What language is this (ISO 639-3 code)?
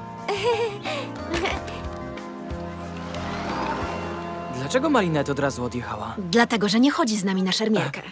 pol